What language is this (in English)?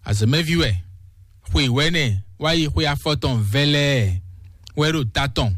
Fon